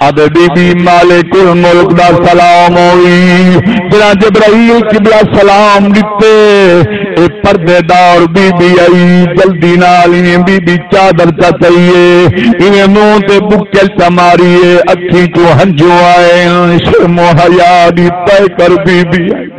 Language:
Saraiki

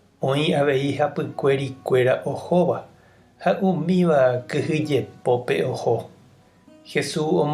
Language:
Guarani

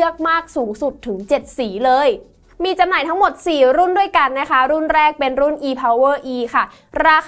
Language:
Thai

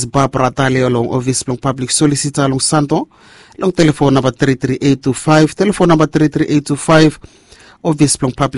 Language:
Bislama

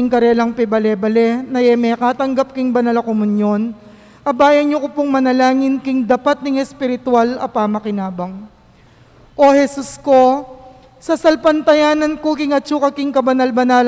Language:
Pampanga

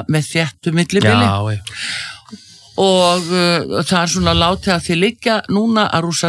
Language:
Icelandic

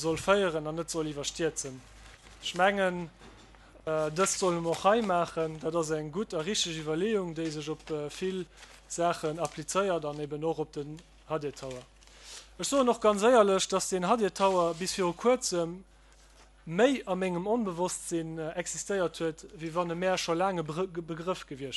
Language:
Luxembourgish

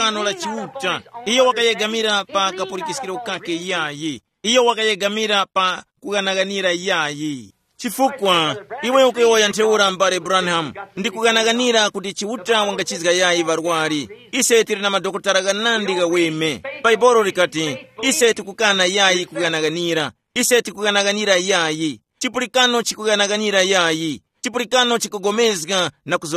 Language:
Tumbuka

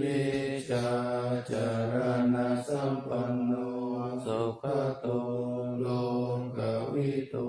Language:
Pali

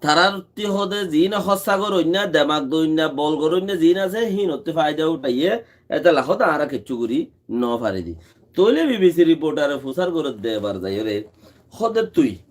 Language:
Rohingya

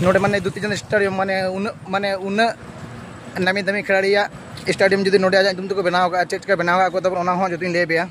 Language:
Santali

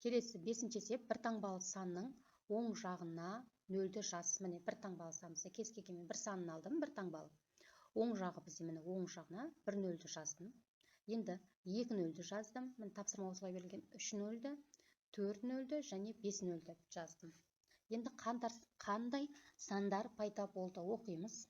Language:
Kazakh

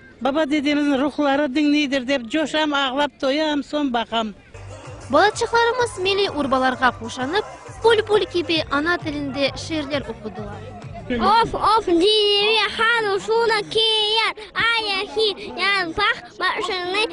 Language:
Crimean Tatar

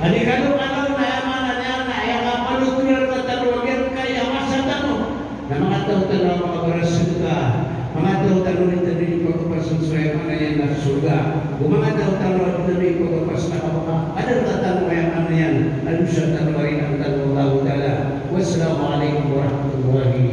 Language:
Maranao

